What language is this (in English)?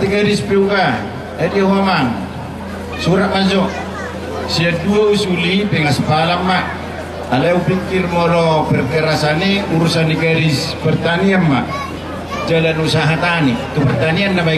Batak Toba